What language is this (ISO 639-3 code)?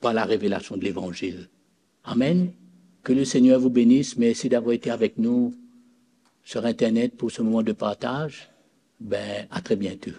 mfe